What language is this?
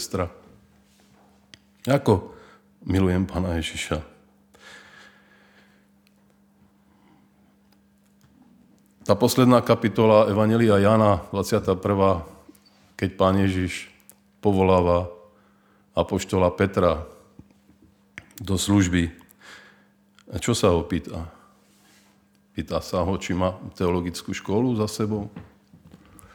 Slovak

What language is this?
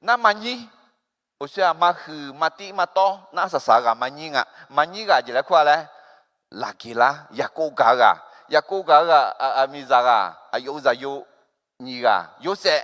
Akha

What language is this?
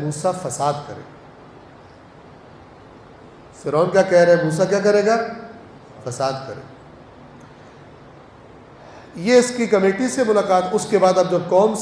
Urdu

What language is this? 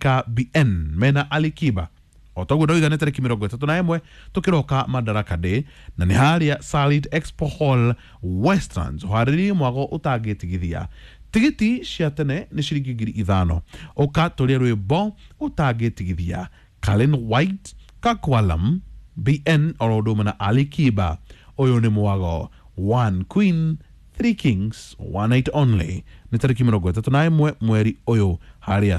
Kikuyu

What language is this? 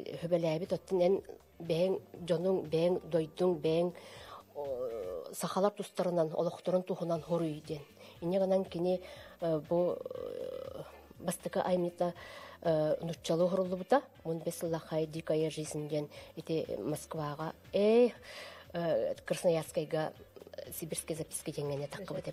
Yakut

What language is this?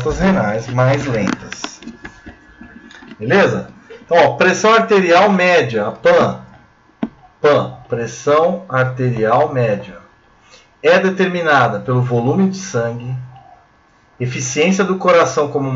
Portuguese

